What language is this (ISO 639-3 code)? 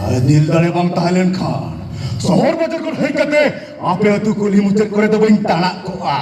sat